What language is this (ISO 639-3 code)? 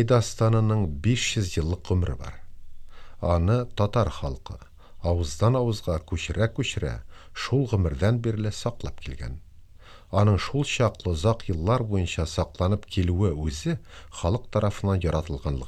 tat